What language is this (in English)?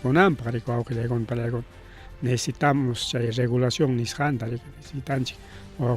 Ayacucho Quechua